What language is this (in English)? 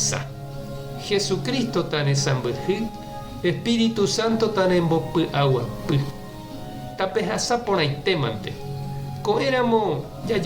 Guarani